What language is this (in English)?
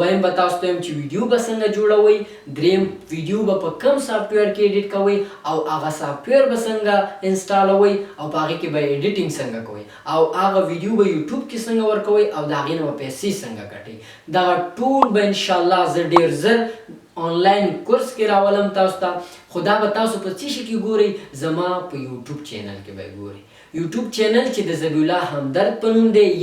Pashto